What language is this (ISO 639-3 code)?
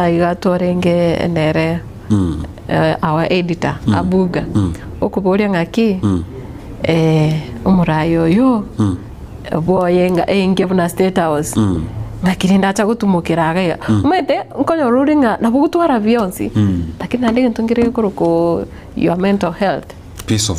guz